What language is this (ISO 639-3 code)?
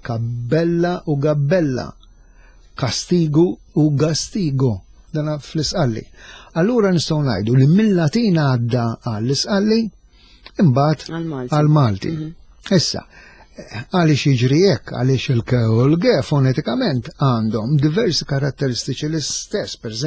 mlt